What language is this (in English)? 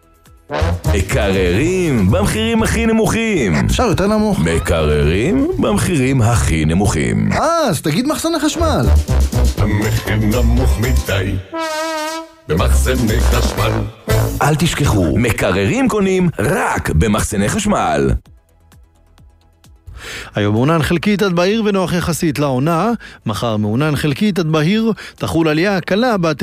Hebrew